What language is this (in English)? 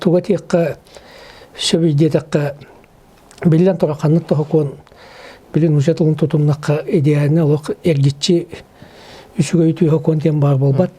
Yakut